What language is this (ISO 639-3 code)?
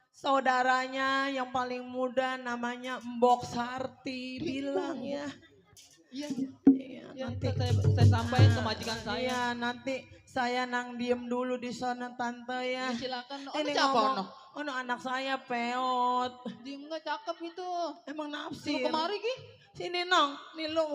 bew